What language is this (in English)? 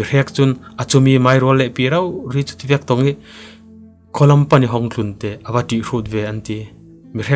Falam Chin